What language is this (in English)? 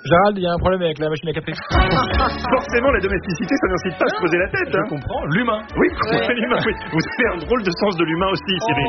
French